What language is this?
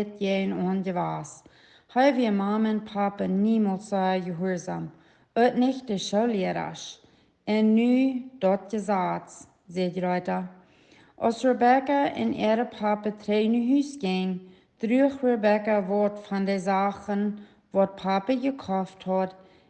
Plautdietsch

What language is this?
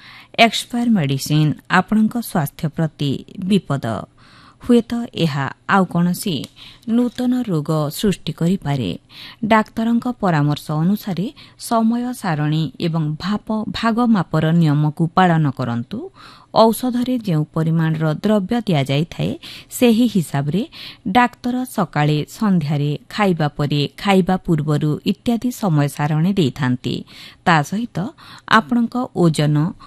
Odia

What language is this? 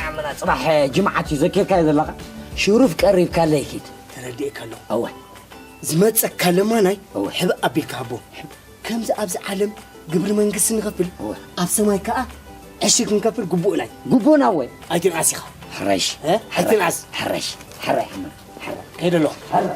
Tigrinya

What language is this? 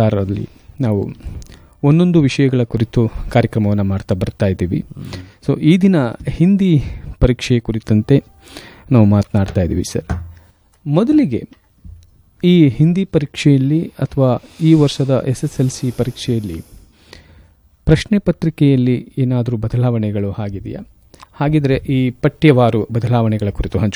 Kannada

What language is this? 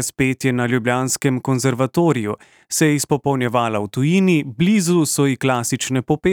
Slovenian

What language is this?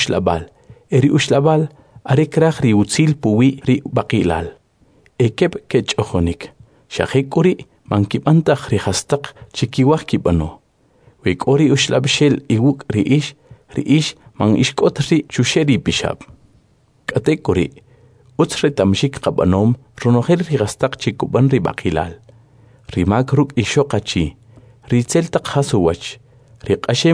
Kʼicheʼ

